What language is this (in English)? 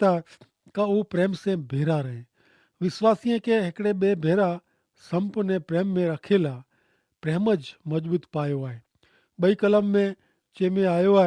Kachhi